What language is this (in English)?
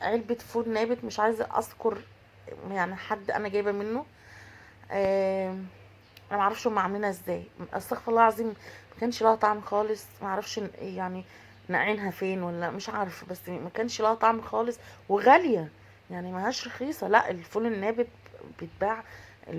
Egyptian Arabic